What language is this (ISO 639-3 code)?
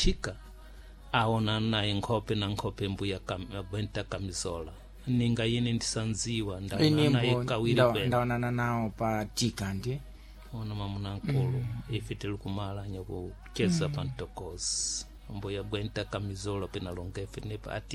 seh